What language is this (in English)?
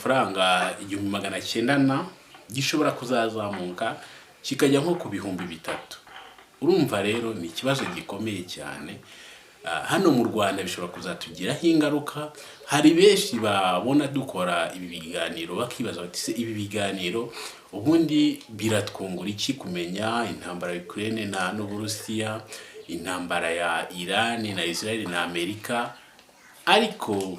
Kinyarwanda